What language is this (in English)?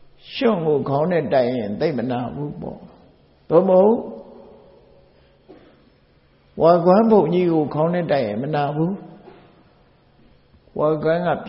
Burmese